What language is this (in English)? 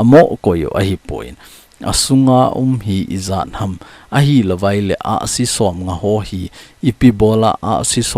Thado Chin